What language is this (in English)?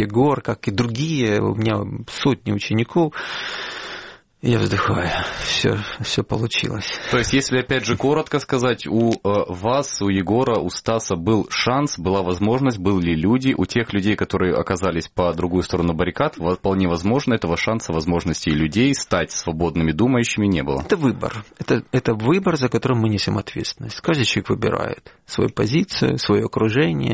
Russian